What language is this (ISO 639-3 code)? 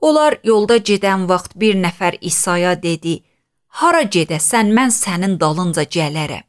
aze